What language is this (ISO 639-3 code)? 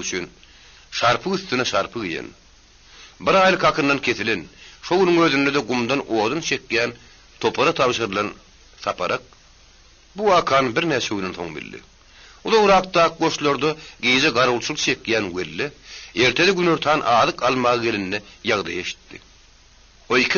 tuk